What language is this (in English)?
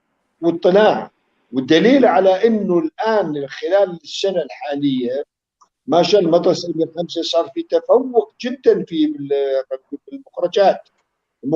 North Levantine Arabic